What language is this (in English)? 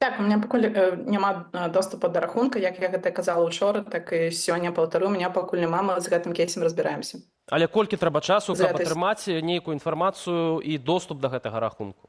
Belarusian